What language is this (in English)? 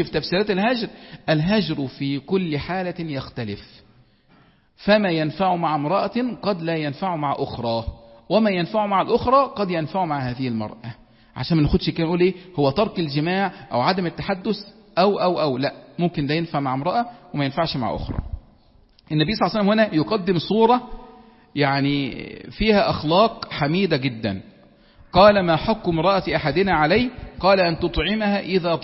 Egyptian Arabic